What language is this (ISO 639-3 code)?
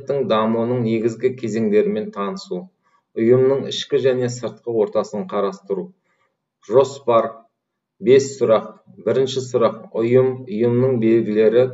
kaz